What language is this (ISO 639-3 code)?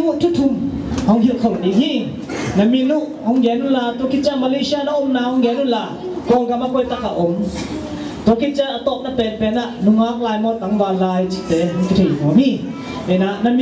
ctd